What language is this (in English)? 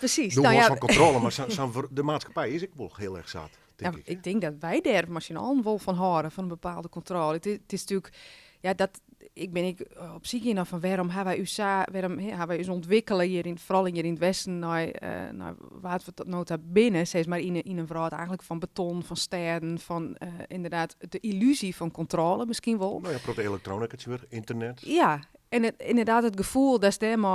Western Frisian